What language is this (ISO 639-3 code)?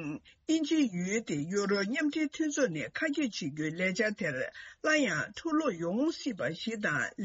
bod